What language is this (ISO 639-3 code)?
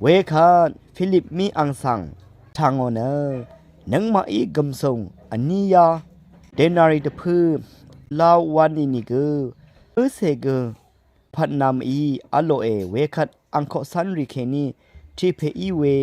raw